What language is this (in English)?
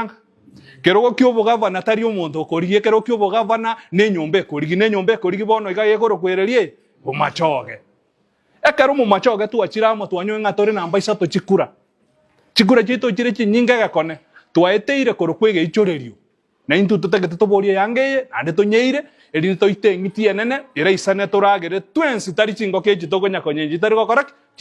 Gusii